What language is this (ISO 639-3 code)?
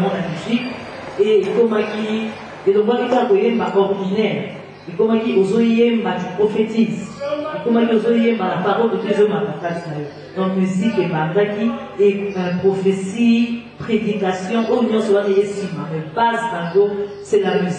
lin